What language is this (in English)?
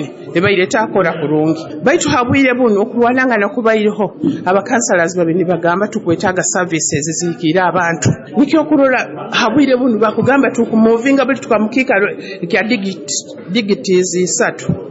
Nyoro